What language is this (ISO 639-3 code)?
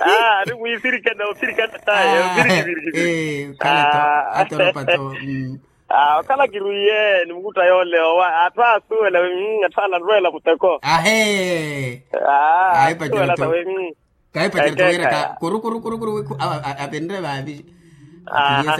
vmw